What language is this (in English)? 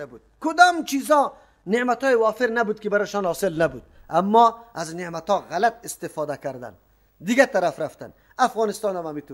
Persian